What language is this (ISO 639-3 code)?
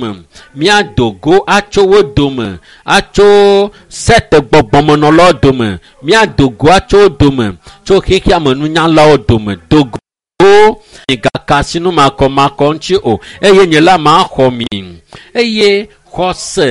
ewe